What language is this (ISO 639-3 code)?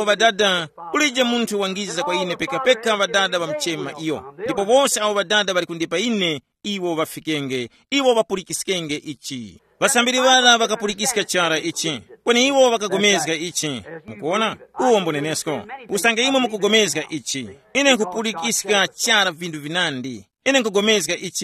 tum